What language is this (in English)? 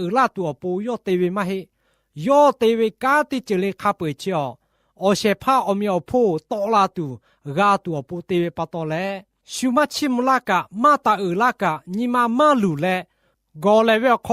Lahu